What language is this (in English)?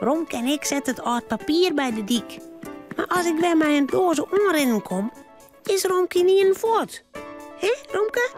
Western Frisian